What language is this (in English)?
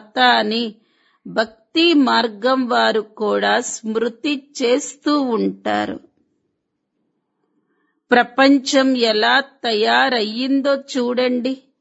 Telugu